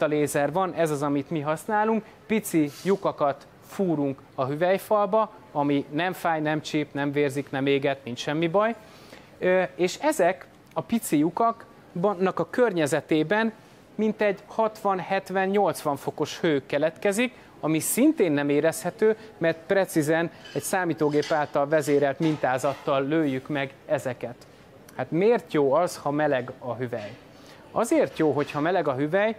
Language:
Hungarian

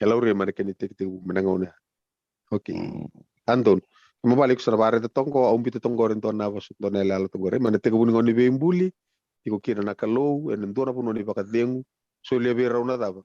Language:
Fijian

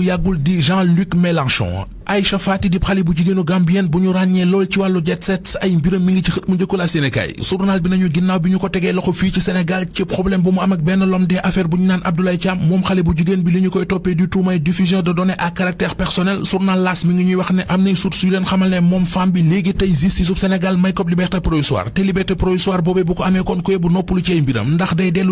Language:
Wolof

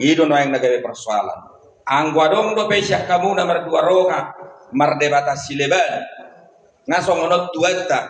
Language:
Batak Toba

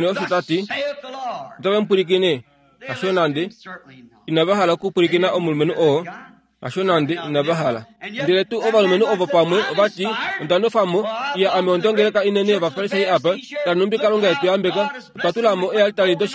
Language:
Kuanyama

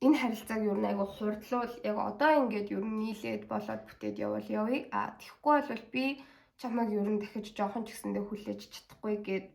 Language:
Mongolian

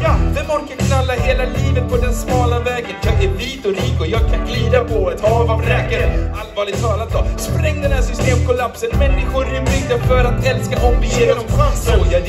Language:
Swedish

